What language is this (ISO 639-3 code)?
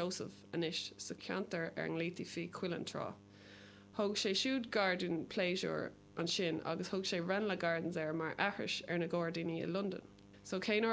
gle